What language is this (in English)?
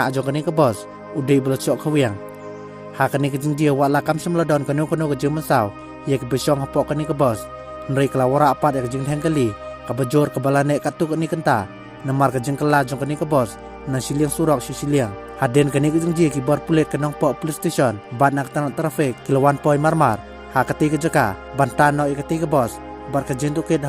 Khasi